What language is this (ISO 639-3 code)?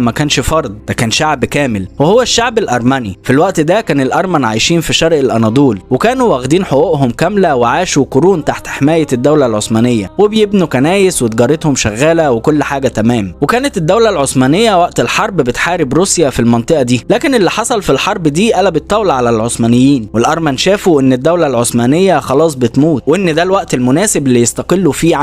arz